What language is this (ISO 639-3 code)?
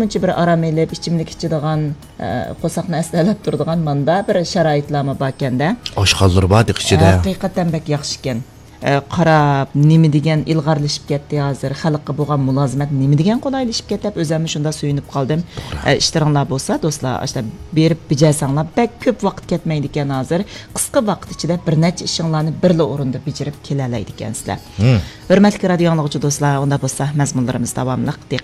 uig